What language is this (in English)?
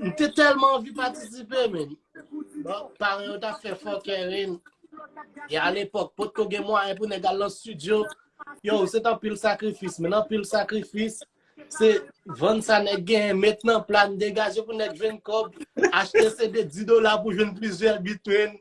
Haitian Creole